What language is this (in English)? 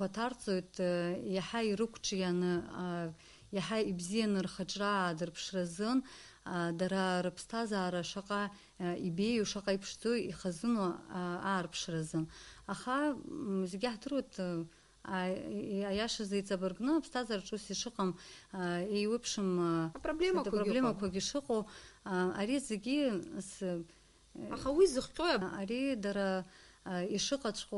Abkhazian